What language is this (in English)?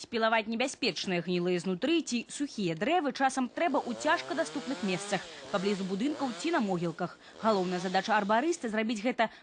Belarusian